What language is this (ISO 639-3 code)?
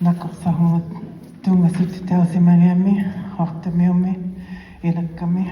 iku